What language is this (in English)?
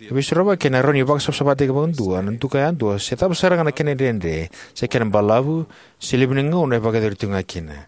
Fijian